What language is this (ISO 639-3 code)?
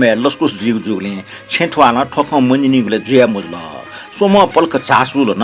new